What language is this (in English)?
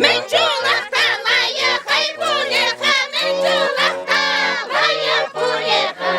Chuvash